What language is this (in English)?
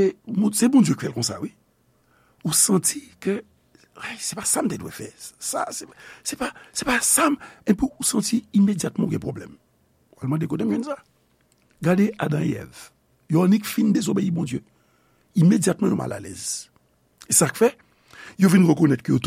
Haitian Creole